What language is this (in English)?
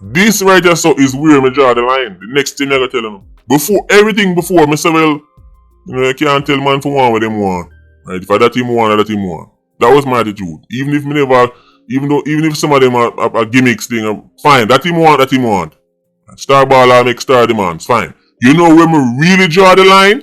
Jamaican Creole English